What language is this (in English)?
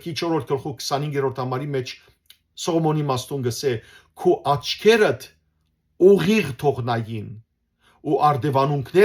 Western Armenian